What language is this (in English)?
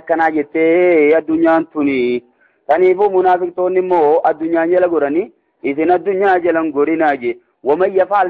Oromo